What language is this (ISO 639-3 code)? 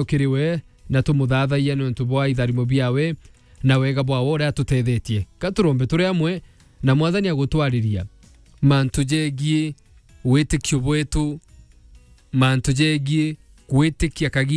mer